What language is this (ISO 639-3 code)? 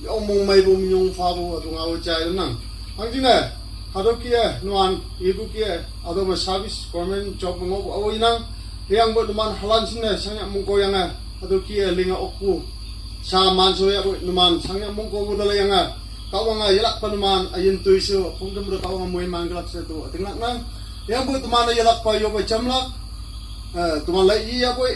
nag